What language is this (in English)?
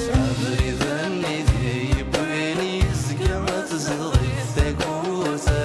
Kabyle